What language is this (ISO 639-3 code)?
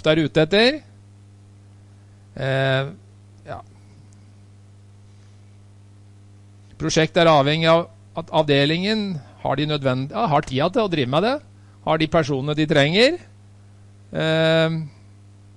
nor